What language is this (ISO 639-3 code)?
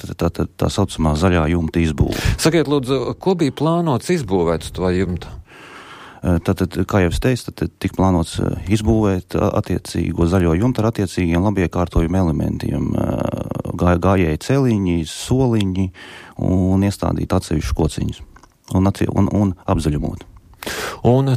lav